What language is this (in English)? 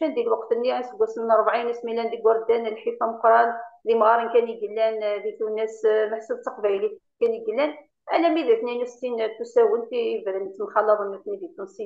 Kabyle